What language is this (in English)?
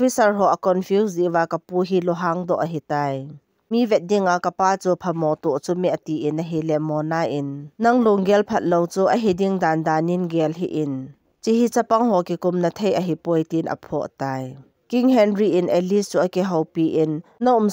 Thado Chin